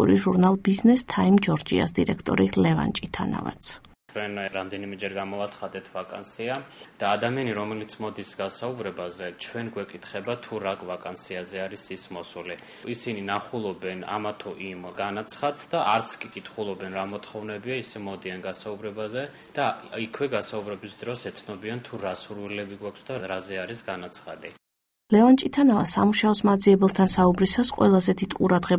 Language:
Georgian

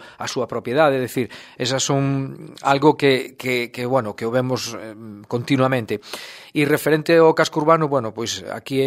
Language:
Galician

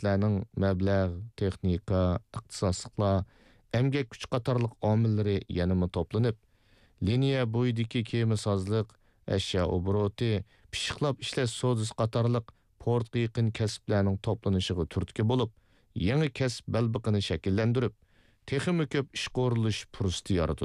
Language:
Uyghur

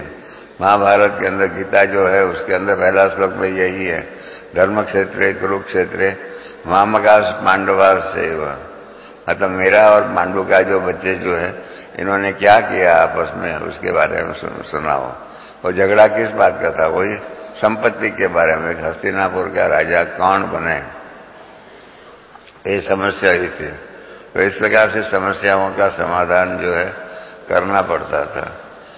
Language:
Hindi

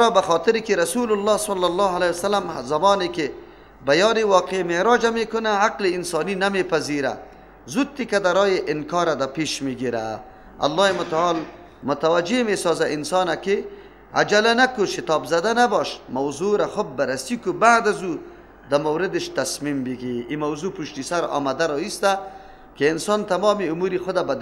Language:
Persian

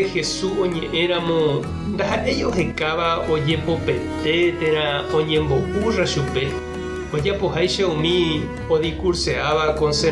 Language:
Guarani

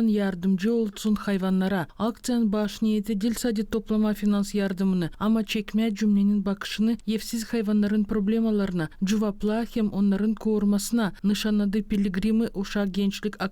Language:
Gagauz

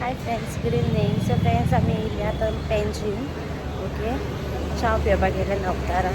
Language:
Konkani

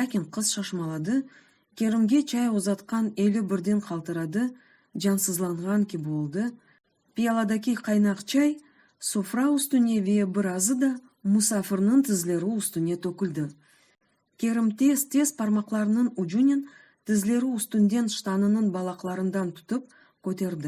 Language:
Crimean Tatar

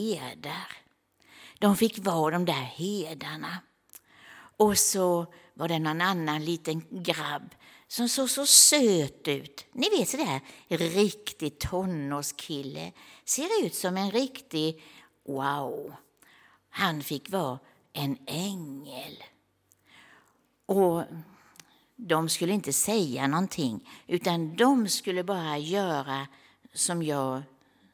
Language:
Swedish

